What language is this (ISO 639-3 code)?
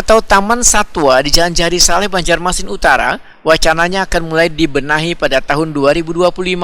bjn